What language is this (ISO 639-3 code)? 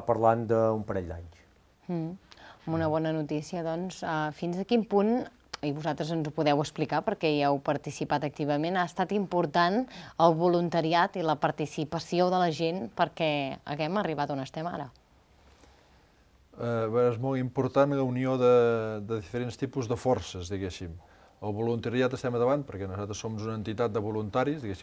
cat